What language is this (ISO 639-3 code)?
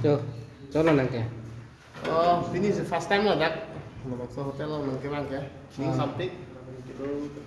mjw